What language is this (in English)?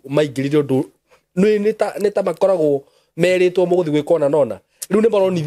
Kikuyu